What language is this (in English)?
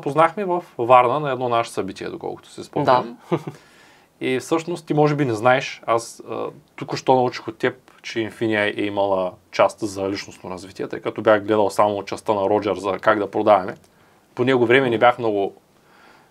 Bulgarian